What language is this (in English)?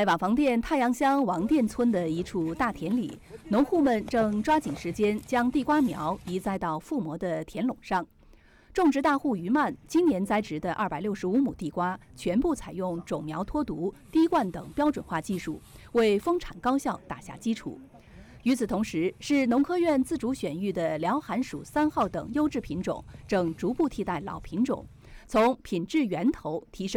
Chinese